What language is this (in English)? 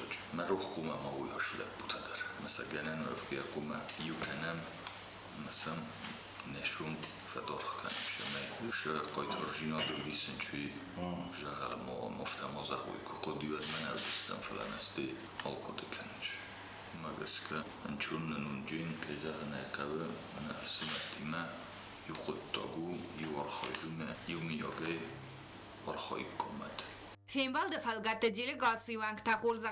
Ossetic